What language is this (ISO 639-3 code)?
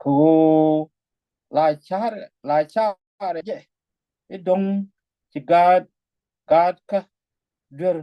nus